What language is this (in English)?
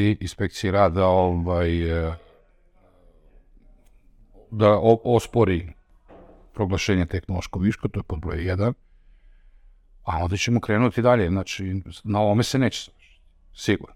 Serbian